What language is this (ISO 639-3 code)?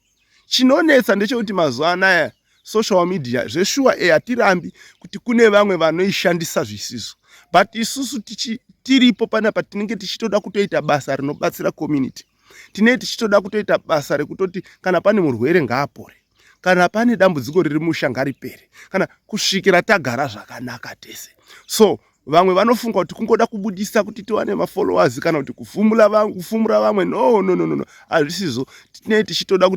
sna